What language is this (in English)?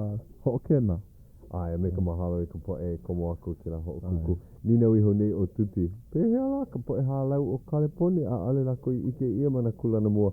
Hawaiian